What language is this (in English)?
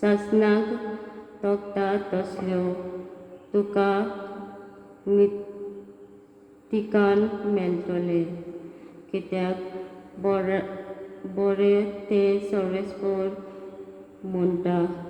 Konkani